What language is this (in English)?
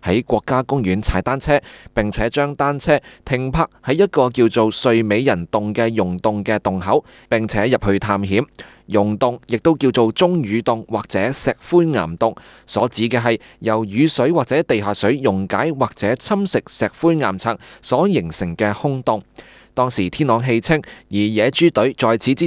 Cantonese